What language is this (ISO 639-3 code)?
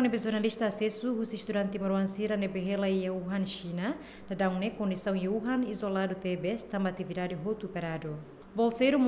tet